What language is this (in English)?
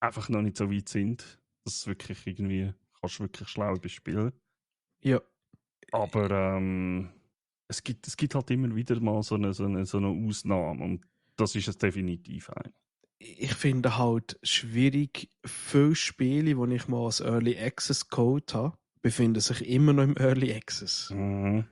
Swiss German